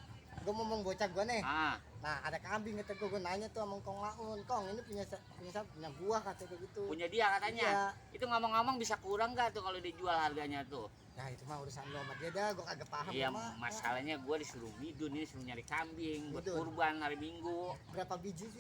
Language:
Betawi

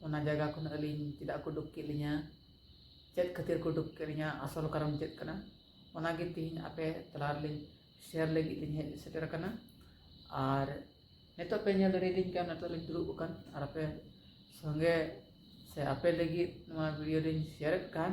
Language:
Santali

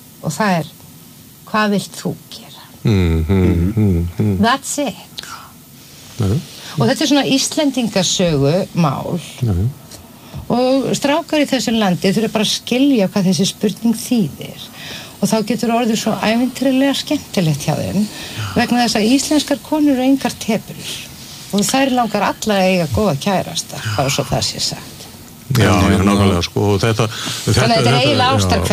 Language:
Icelandic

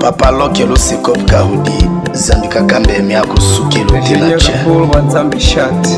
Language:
Tetela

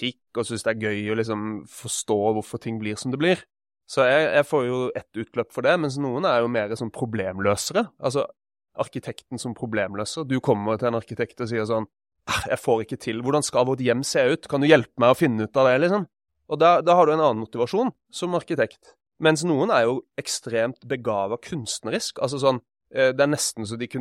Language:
Norwegian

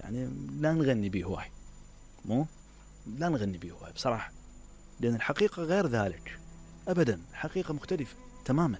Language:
Mesopotamian Arabic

